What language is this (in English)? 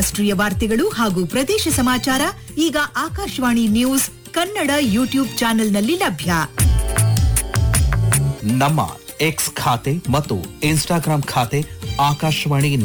Kannada